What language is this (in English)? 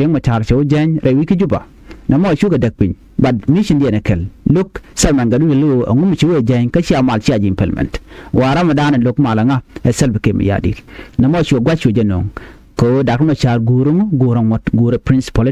Nuer